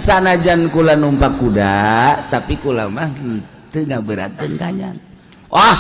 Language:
Sundanese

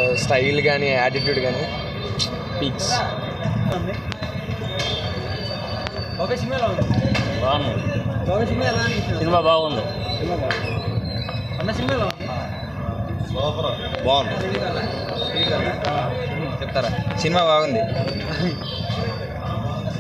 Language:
Telugu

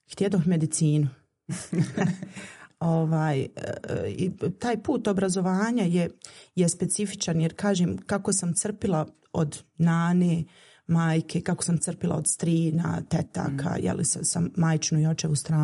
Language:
Bosnian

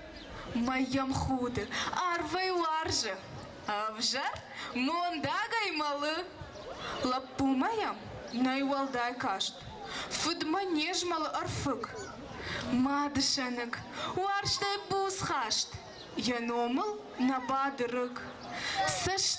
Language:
Ossetic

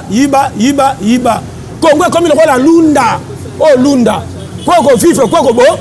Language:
Lingala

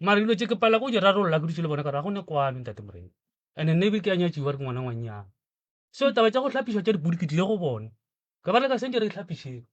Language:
Northern Sotho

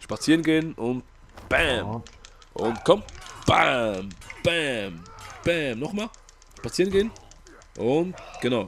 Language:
Swiss German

